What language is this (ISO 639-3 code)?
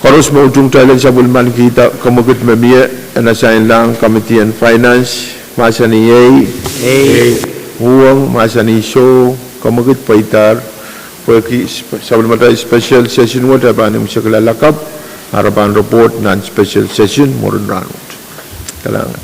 pon